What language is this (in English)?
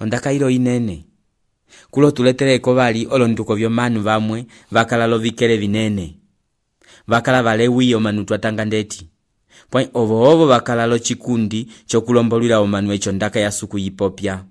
Umbundu